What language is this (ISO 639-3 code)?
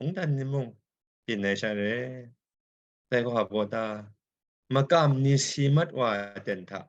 kac